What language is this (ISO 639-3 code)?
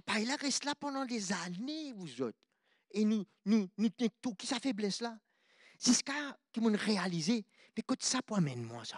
mfe